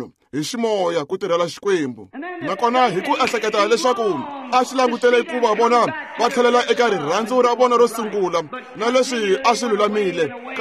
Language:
Tsonga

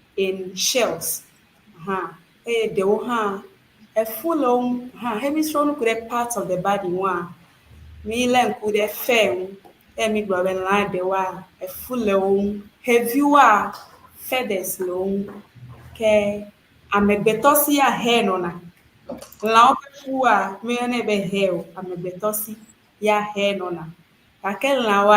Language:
Ewe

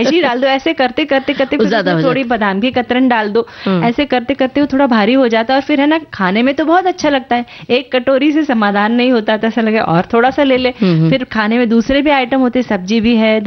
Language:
Hindi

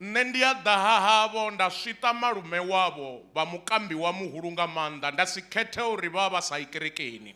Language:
Venda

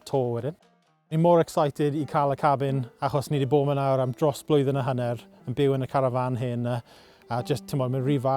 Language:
Welsh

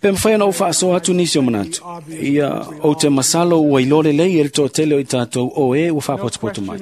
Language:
Samoan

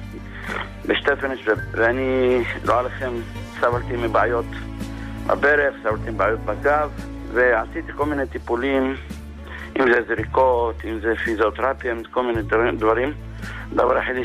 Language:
Hebrew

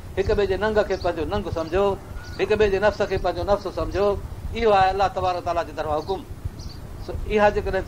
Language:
Sindhi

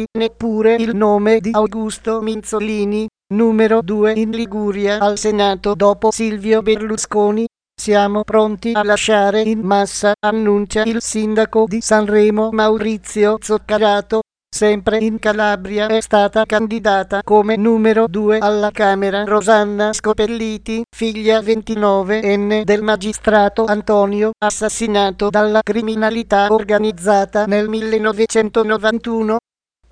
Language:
Italian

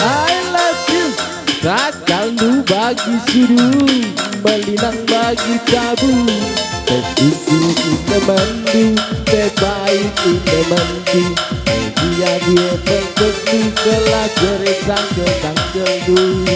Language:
Batak Karo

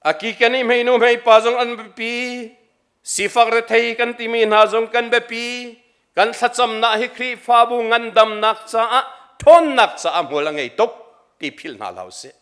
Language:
Hakha Chin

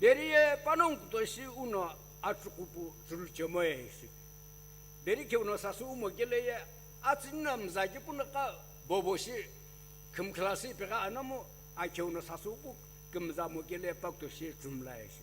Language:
Sumi Naga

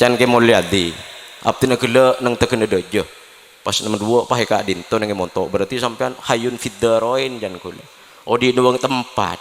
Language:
Madurese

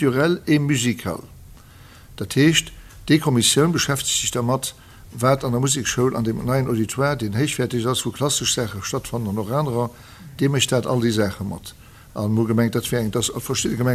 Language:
Luxembourgish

